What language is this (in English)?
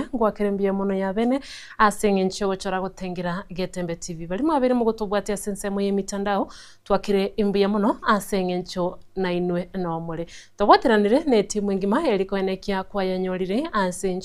Gusii